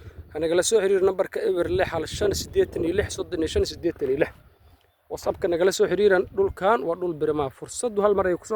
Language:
Somali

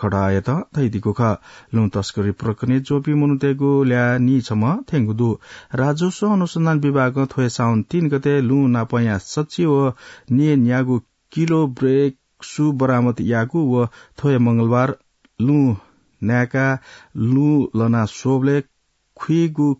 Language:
Newari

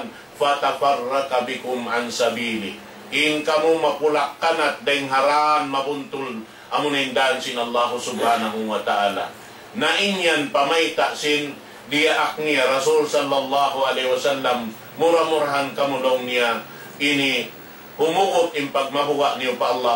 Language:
Tausug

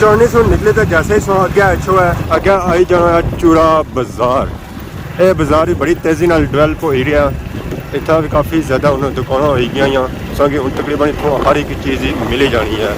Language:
Pahari-Potwari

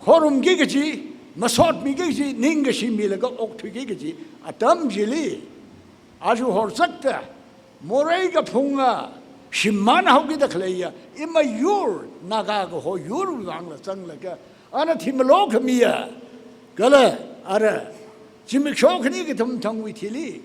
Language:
Tangkhul Naga (India)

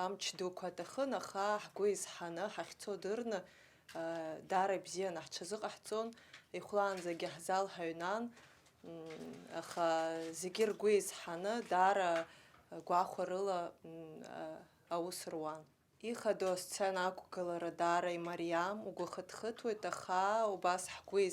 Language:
Abkhazian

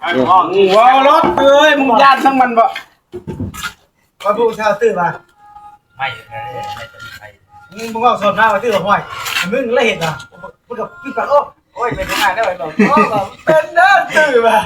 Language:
Northeastern Thai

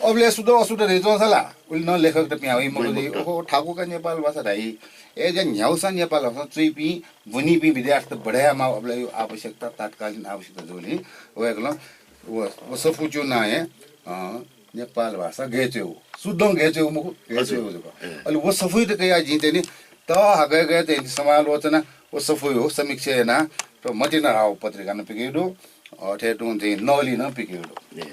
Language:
Newari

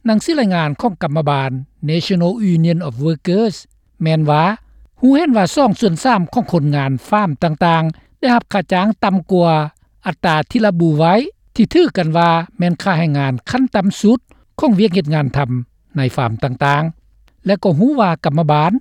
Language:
Lao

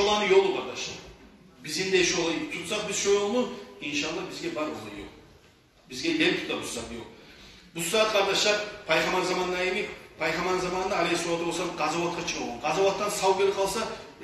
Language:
Kumyk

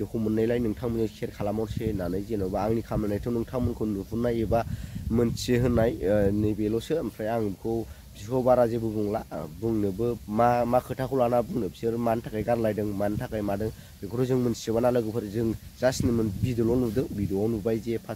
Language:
Bodo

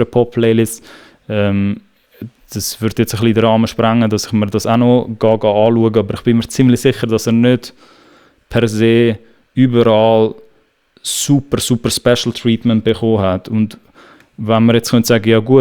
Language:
Swiss German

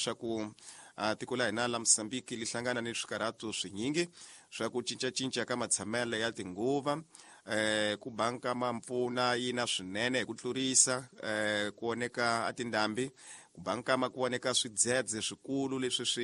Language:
Tsonga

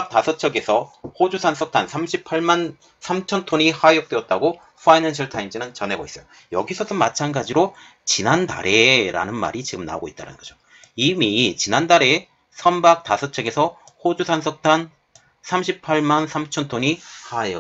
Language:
Korean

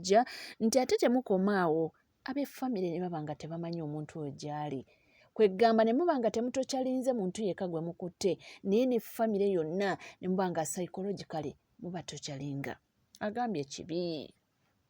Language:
Ganda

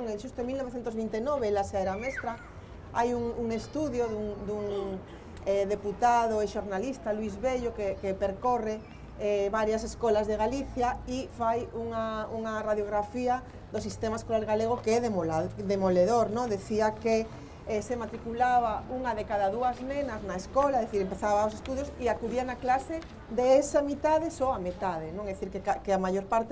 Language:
Galician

